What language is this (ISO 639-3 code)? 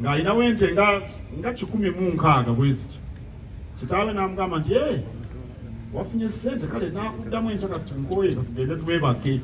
lug